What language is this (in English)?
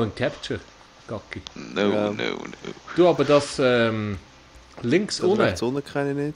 Swiss German